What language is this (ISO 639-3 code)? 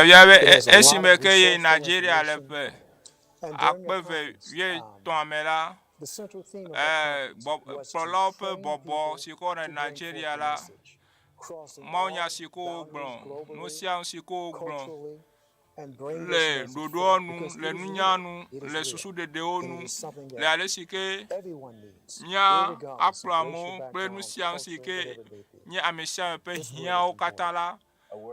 ewe